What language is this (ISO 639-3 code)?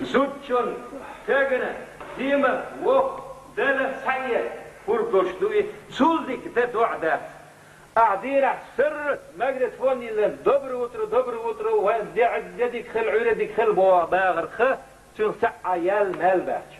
che